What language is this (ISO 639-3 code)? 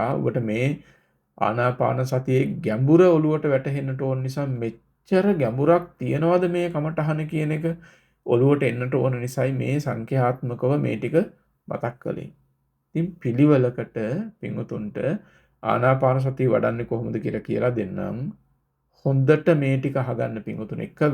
sin